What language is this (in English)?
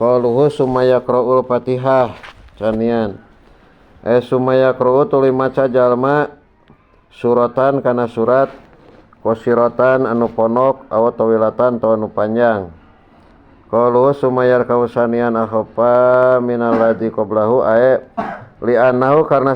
Sundanese